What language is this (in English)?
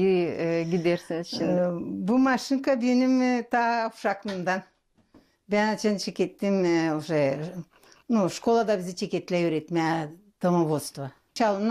Gagauz